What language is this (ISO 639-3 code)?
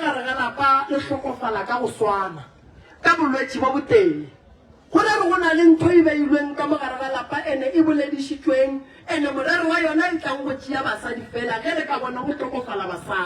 nso